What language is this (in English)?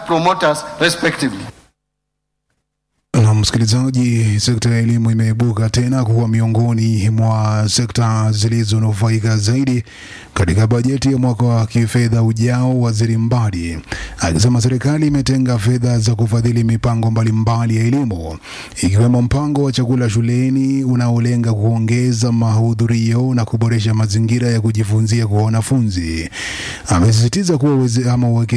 Swahili